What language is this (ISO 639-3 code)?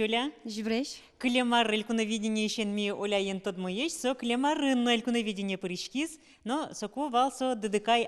udm